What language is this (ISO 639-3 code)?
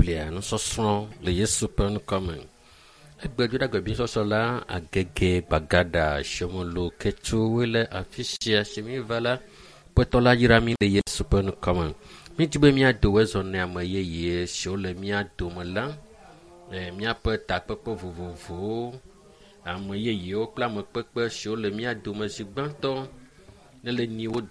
ewe